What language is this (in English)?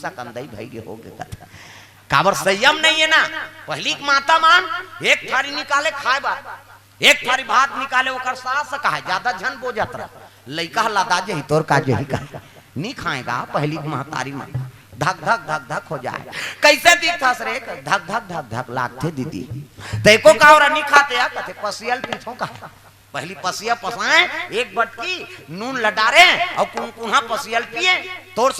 Chhattisgarhi